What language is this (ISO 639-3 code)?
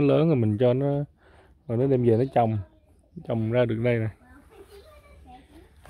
vie